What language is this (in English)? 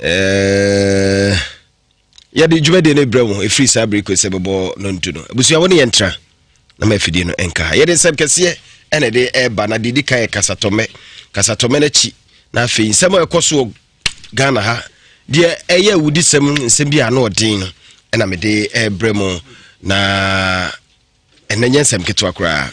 Akan